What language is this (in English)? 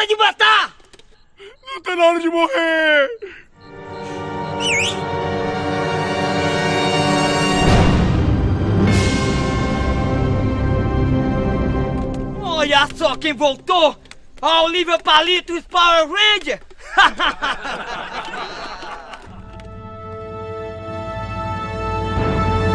Portuguese